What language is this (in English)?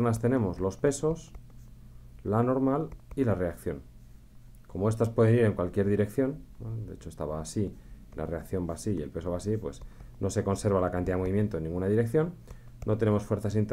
Spanish